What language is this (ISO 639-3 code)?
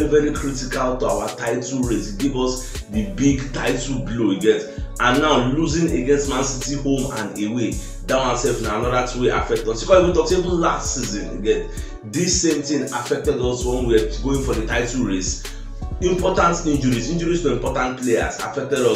pcm